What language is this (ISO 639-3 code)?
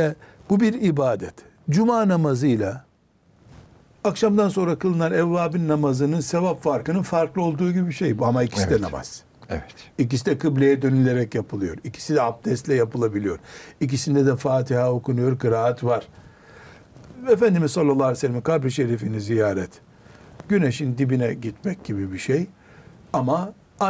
tur